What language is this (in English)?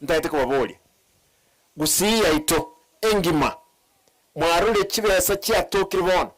Gusii